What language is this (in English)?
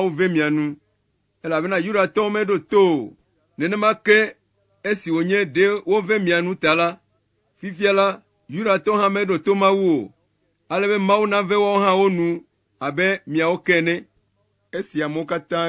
Ewe